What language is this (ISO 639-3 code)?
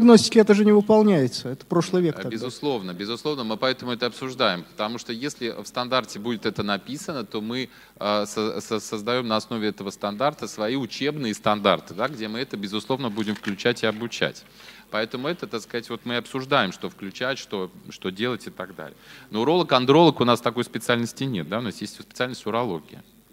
rus